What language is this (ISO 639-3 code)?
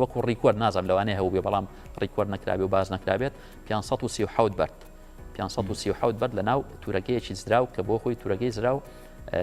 ckb